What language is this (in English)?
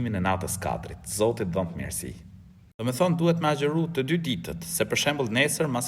Albanian